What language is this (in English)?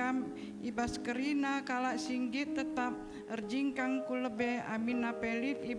Batak Karo